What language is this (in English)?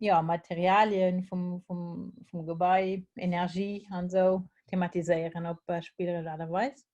Luxembourgish